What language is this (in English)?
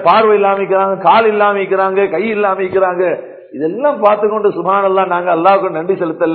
Tamil